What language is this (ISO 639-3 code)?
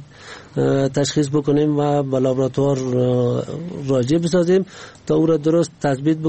fas